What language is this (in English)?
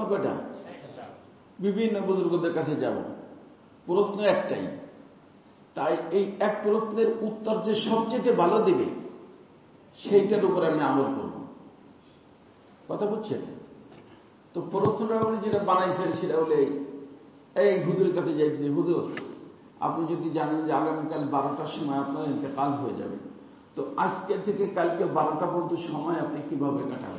Bangla